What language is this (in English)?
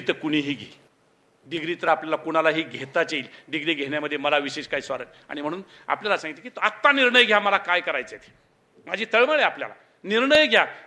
Marathi